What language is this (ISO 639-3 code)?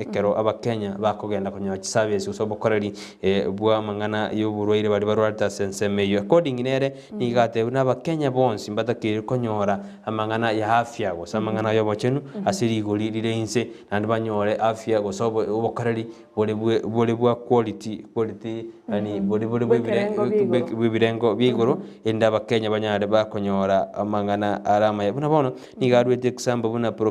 guz